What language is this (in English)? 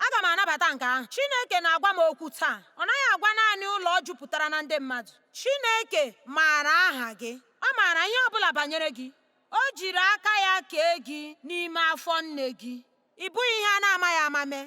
Igbo